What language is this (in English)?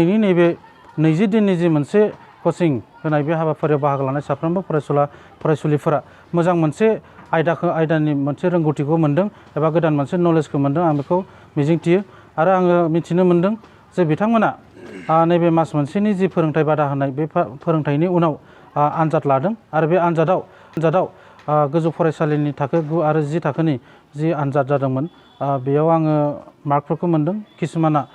Bodo